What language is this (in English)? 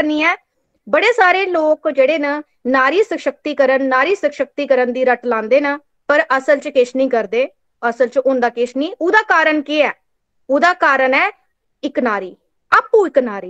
Dogri